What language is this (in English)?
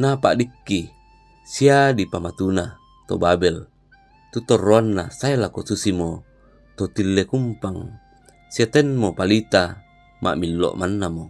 Toraja-Sa'dan